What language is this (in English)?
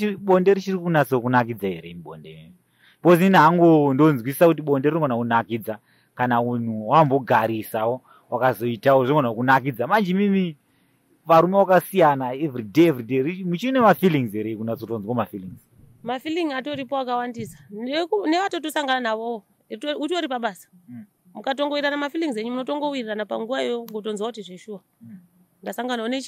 Shona